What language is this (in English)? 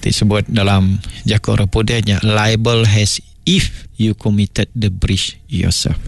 Iban